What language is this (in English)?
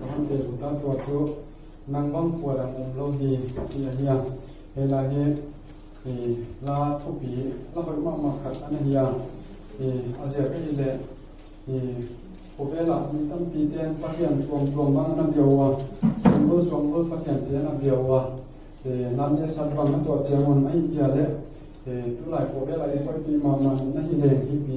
Paite Chin